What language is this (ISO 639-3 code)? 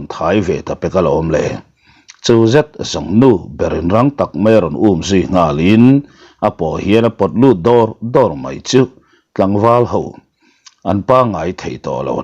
lus